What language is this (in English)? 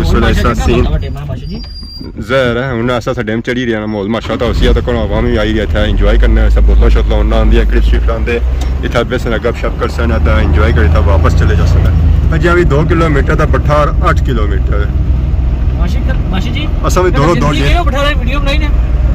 Pahari-Potwari